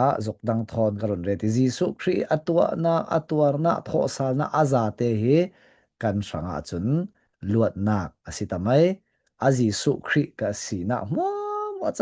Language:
Falam Chin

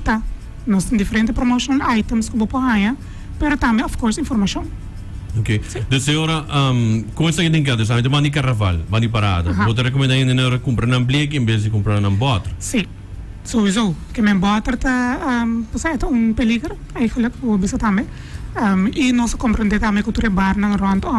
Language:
Papiamento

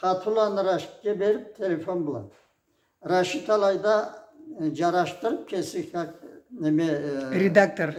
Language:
Karachay-Balkar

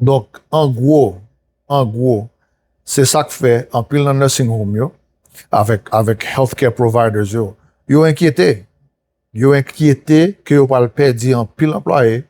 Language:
Haitian Creole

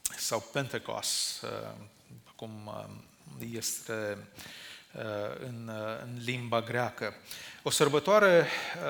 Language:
Romanian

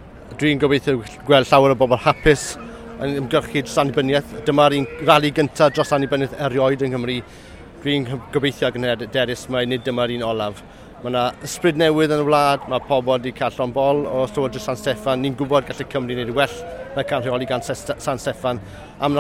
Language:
Welsh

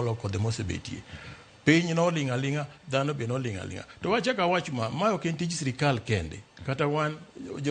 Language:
Luo (Kenya and Tanzania)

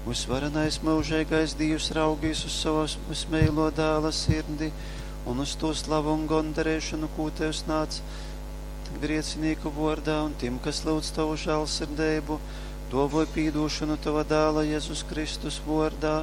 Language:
Latgalian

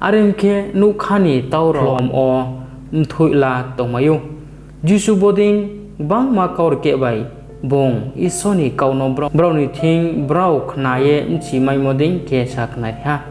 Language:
Riang (India)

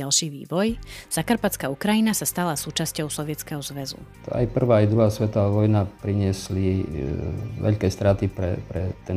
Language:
Slovak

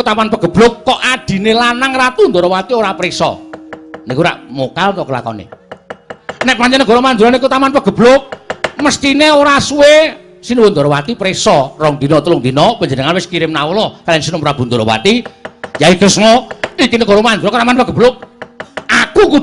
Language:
Javanese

